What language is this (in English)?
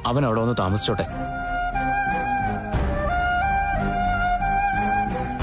Malayalam